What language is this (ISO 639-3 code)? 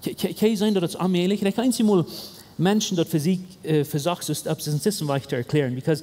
pdt